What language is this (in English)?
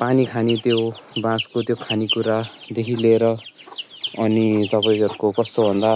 Nepali